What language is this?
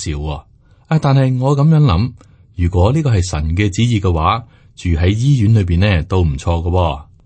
Cantonese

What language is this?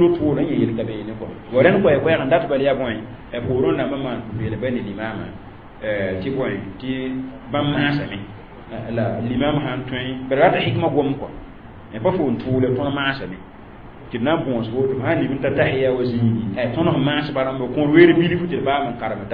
Mossi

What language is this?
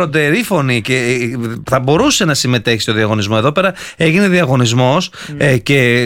Greek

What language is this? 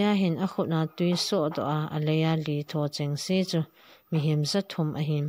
Thado Chin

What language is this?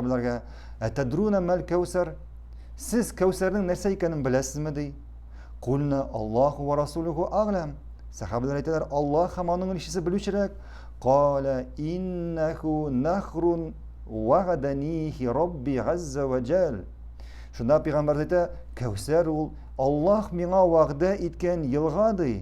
Tatar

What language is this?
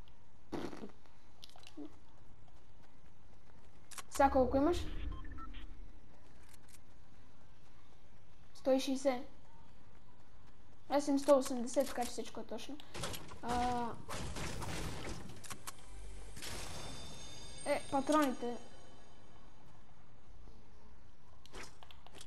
Bulgarian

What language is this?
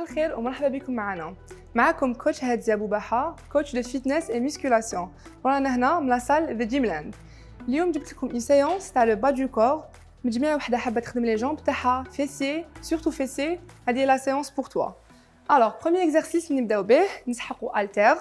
Algerian Arabic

